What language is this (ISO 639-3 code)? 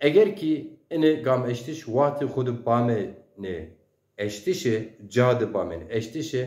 zza